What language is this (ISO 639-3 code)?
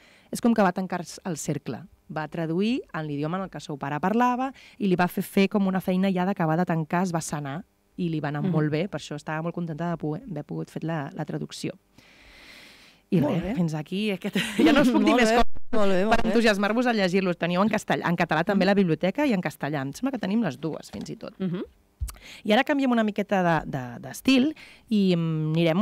cat